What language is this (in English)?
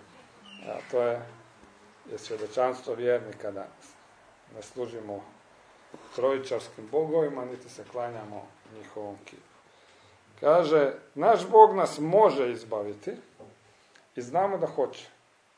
Croatian